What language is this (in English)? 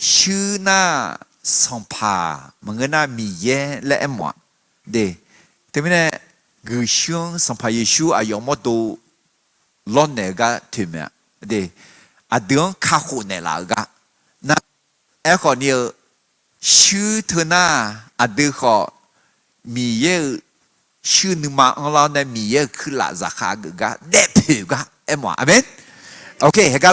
Akha